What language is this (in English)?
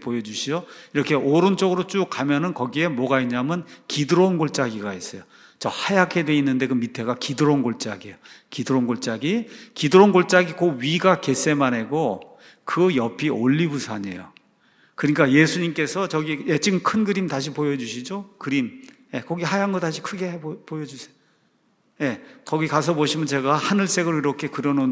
Korean